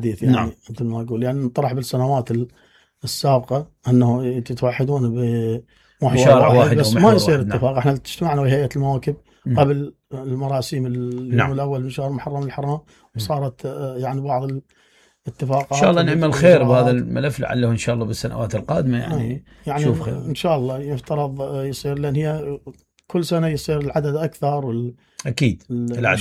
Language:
Mesopotamian Arabic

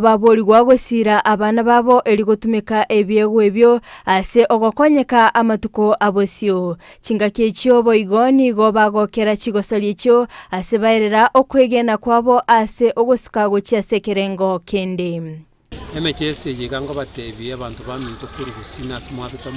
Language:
Gusii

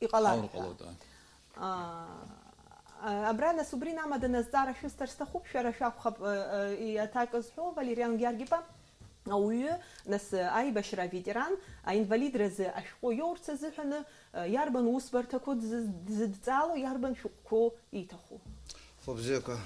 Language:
Abkhazian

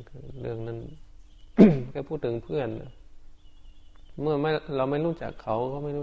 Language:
Thai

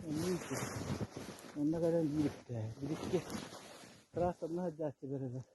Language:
Yakut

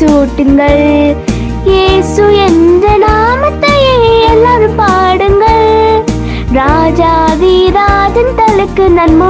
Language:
Tamil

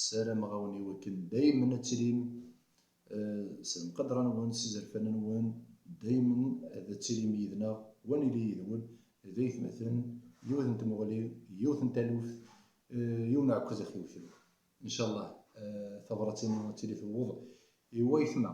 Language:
Kabyle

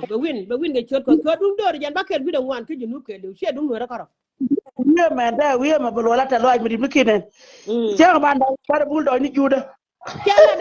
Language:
Nuer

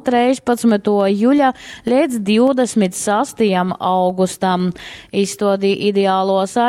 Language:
Latgalian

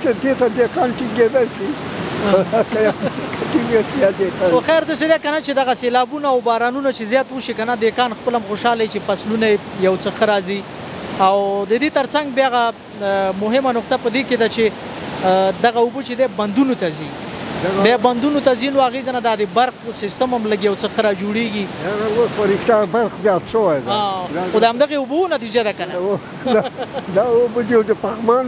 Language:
Pashto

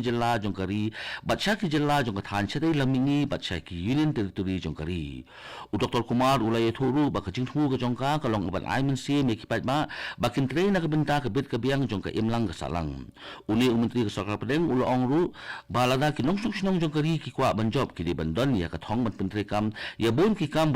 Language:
Khasi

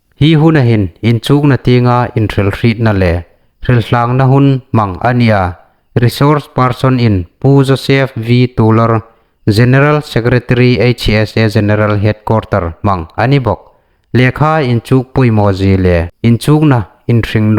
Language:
Hmar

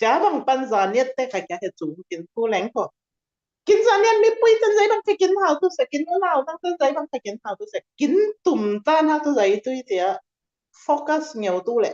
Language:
Falam Chin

